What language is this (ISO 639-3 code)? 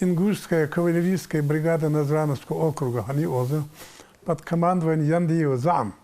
inh